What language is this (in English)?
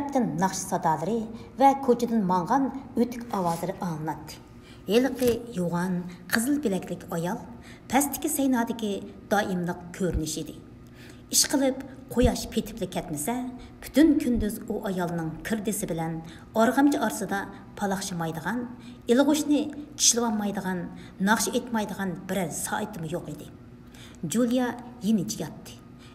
Uyghur